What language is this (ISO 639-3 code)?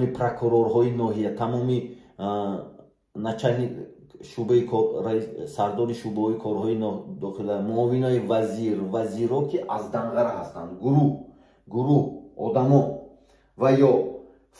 tgk